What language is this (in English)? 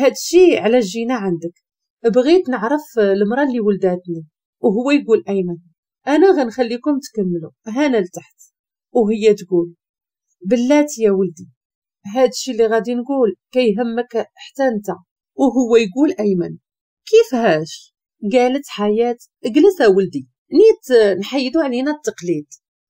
Moroccan Arabic